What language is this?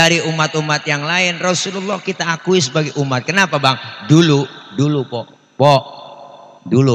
Betawi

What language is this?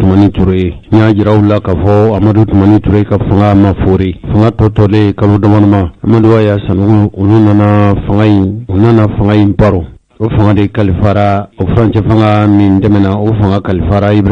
Bambara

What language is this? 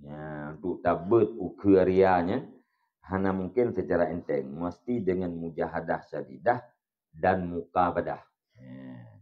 Achinese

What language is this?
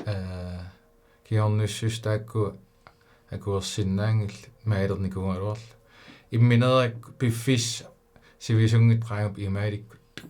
Kalaallisut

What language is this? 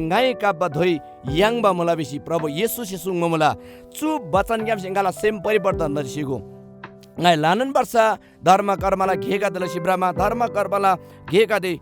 Eastern Tamang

